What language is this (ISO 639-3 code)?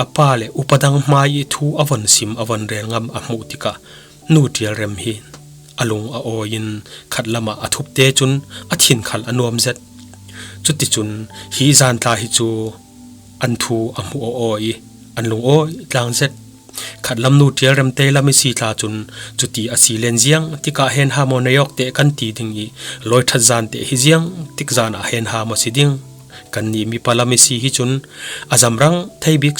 cfm